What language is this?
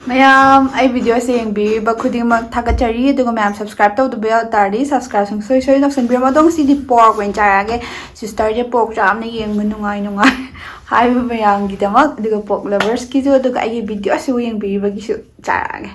Manipuri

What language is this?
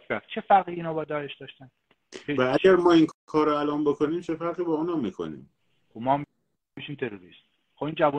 Persian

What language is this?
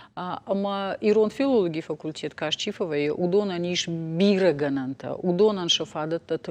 Ossetic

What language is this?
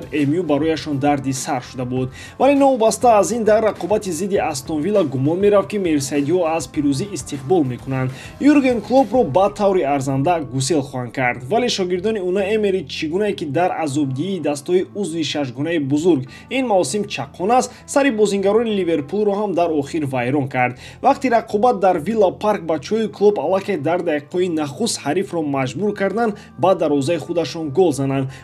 Tajik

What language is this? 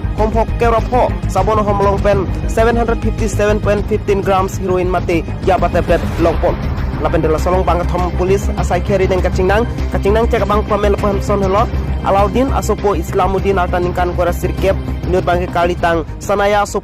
Karbi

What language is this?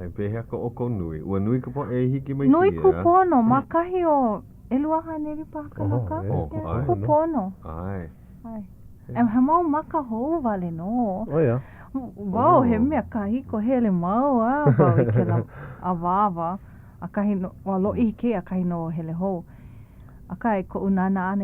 Hawaiian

